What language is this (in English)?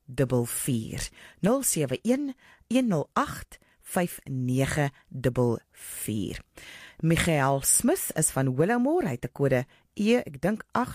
Afrikaans